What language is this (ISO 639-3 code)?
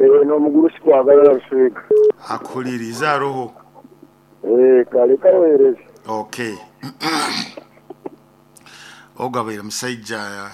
nyo